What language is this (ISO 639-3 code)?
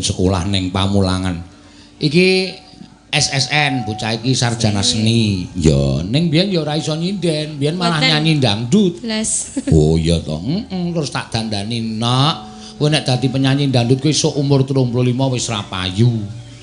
jav